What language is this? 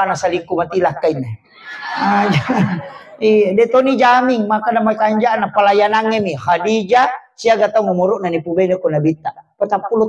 Buginese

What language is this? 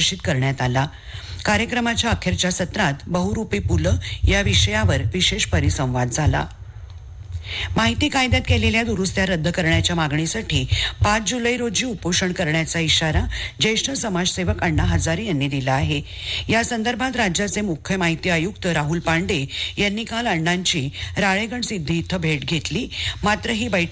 Marathi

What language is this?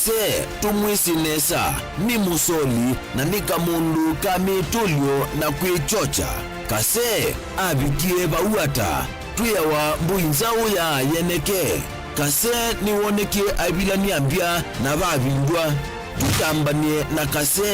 Kamba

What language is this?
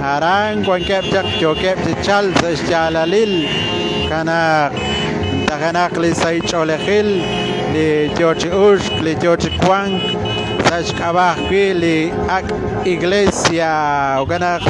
Kekchí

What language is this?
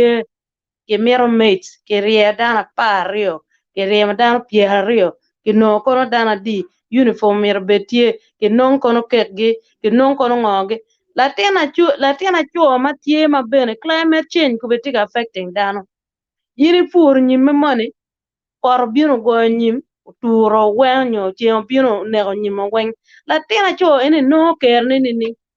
Acoli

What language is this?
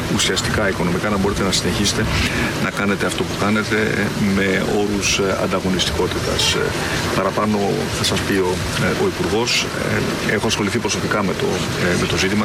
Greek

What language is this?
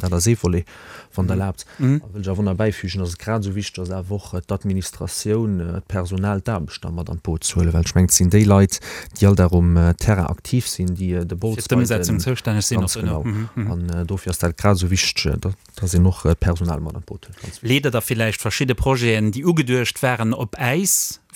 Luxembourgish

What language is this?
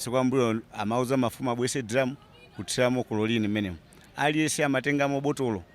Nyanja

